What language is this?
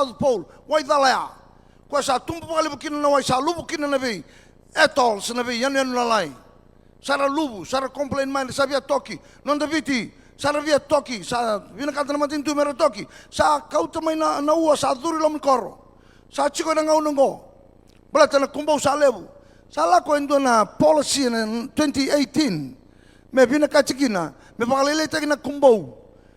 Fijian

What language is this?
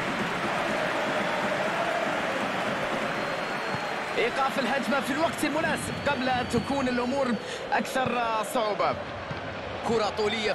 Arabic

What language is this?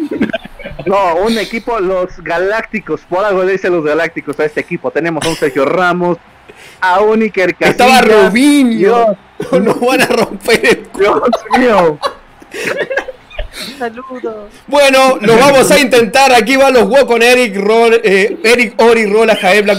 Spanish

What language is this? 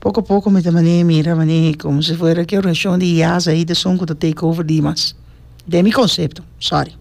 Papiamento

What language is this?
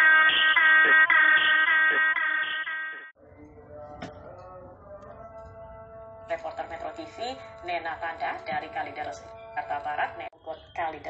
Indonesian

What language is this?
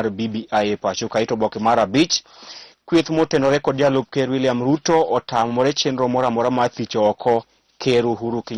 Luo (Kenya and Tanzania)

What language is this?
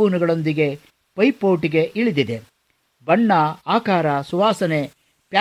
Kannada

